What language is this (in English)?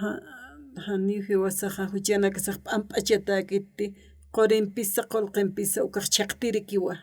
Aymara